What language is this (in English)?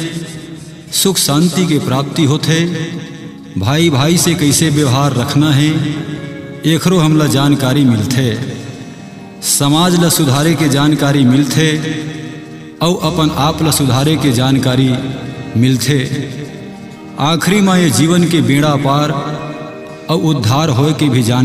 Chhattisgarhi